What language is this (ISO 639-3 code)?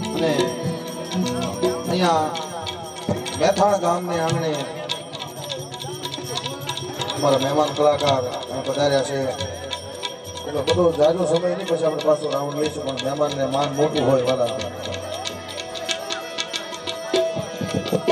guj